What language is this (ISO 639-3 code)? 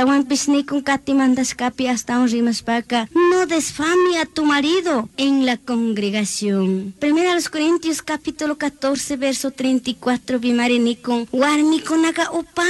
qug